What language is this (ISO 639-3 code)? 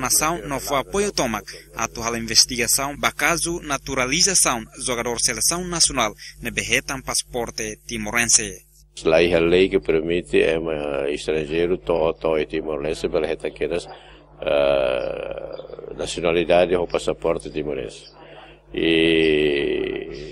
tet